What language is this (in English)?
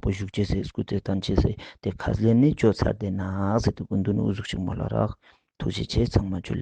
Ladakhi